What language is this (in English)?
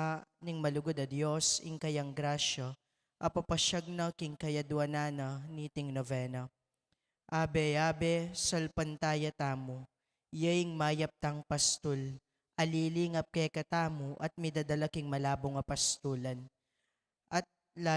Pampanga